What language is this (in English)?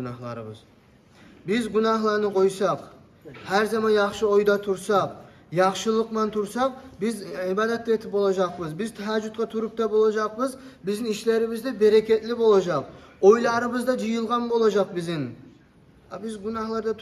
Kumyk